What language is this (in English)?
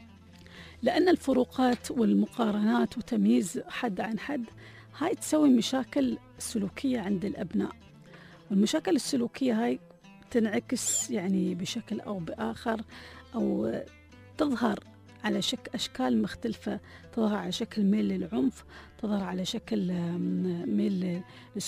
Gulf Arabic